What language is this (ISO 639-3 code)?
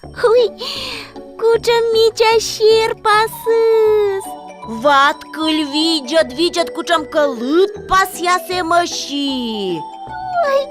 kom